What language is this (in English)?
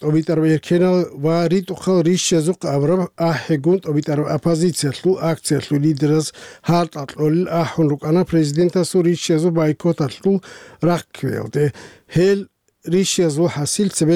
Avaric